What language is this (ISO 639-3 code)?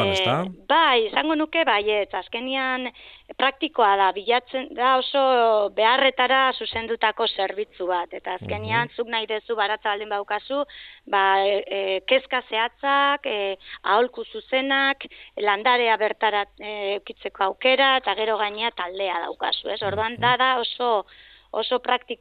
eus